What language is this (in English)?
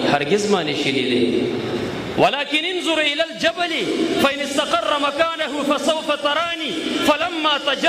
Pashto